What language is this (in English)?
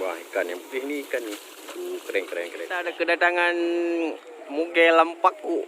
Achinese